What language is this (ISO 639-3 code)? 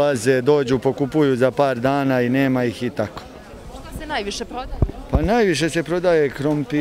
srp